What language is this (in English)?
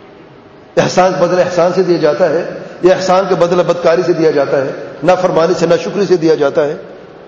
Urdu